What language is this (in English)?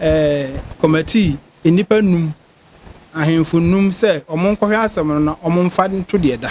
Akan